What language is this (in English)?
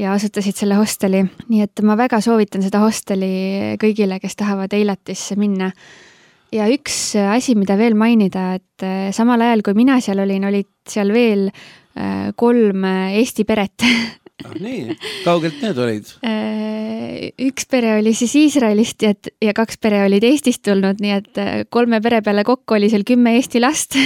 Estonian